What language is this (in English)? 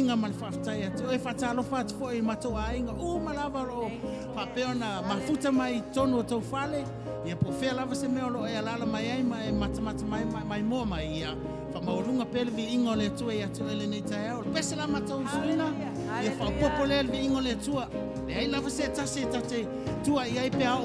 Samoan